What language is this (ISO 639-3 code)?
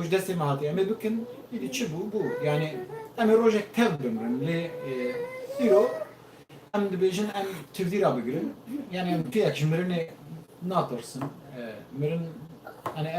kur